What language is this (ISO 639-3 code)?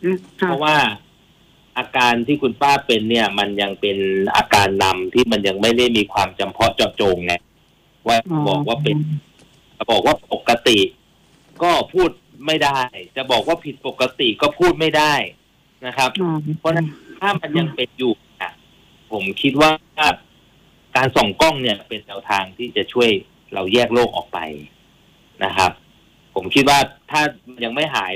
tha